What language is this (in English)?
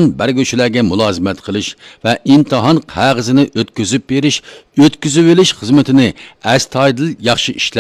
Uyghur